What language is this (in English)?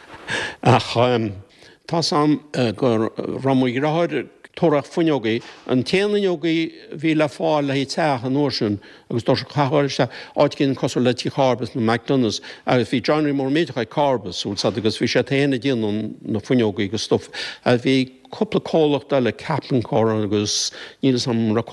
Irish